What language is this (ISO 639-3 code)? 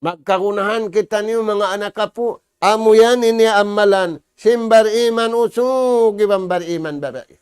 tsg